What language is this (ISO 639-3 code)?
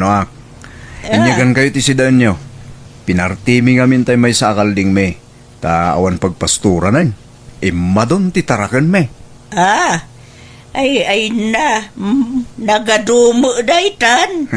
ilo